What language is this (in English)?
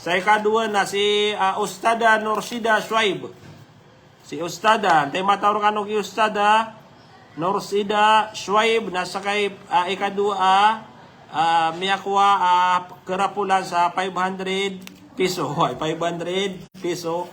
Maranao